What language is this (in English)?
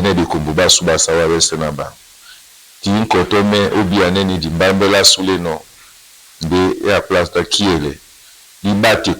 Duala